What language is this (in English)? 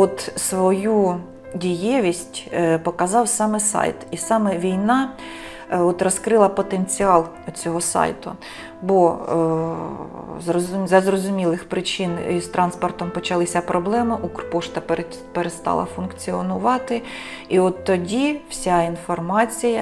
Ukrainian